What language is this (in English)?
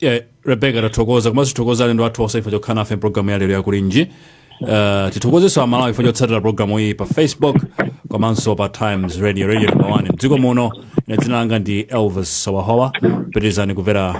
Nyanja